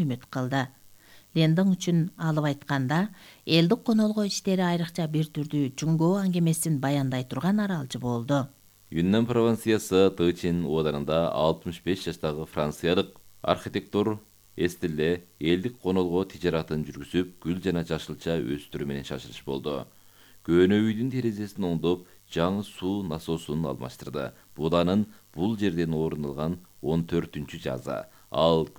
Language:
Kyrgyz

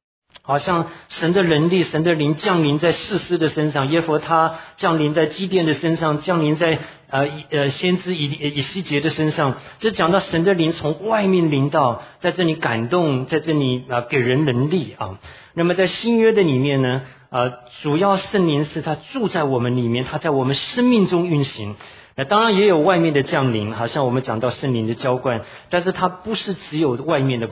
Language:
Chinese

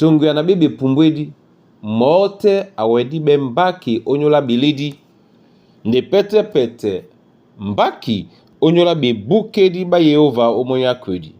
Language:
Duala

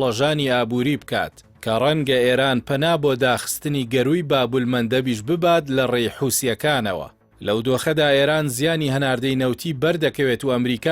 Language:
Central Kurdish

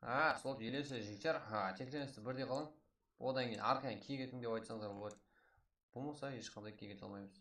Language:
Kara-Kalpak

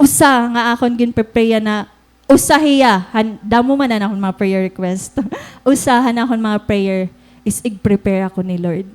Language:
Waray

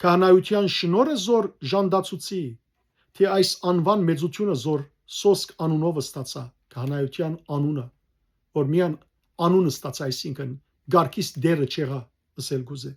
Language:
Western Armenian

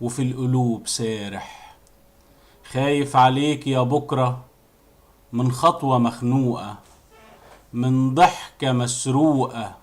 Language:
Egyptian Arabic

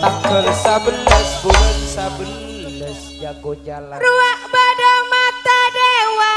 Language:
Madurese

